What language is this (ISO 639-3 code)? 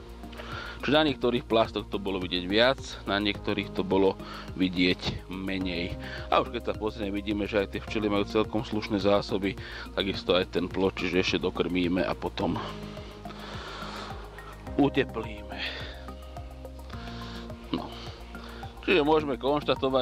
slk